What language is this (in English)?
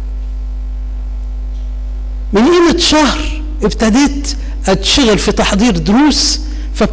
Egyptian Arabic